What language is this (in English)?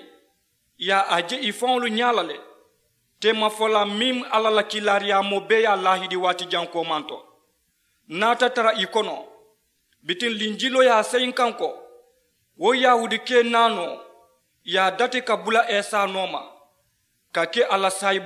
Mandingo